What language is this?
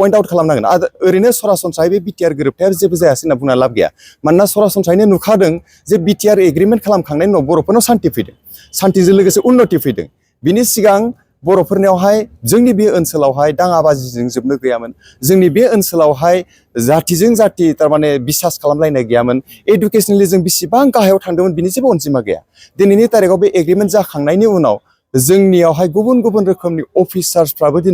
Bodo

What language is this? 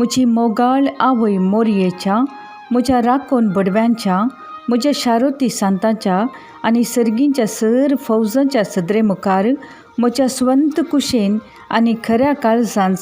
Konkani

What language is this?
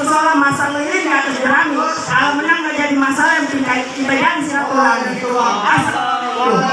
Betawi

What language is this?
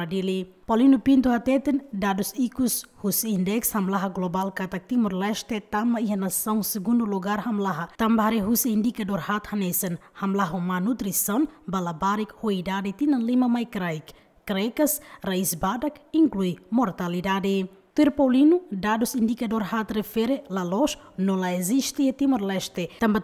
Tetum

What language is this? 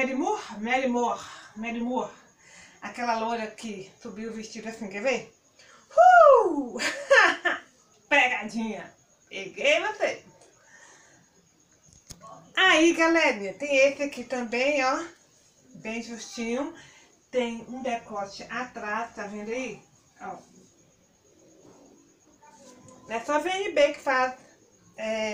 Portuguese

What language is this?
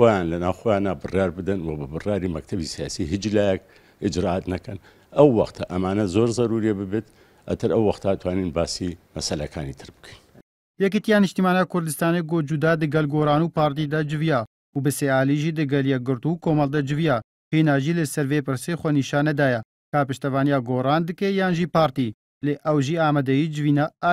Central Kurdish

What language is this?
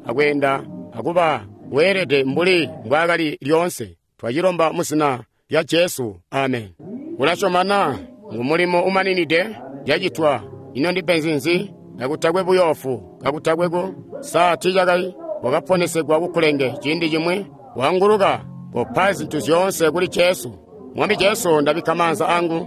Tonga (Zambia)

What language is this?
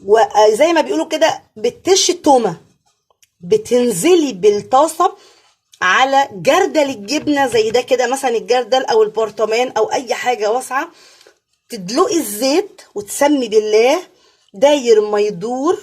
Egyptian Arabic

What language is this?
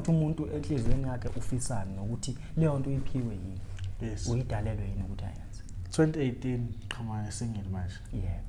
Zulu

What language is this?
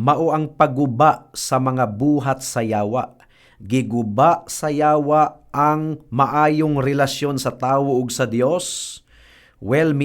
Cebuano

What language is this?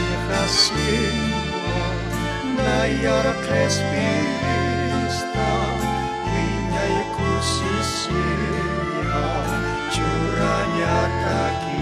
Aymara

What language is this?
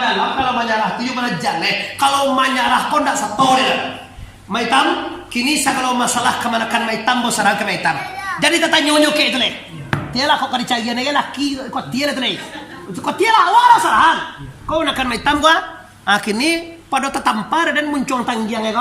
Minangkabau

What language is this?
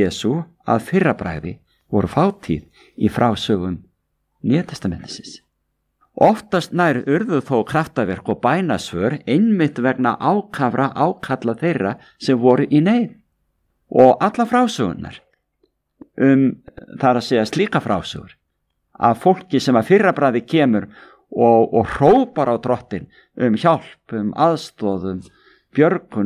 Icelandic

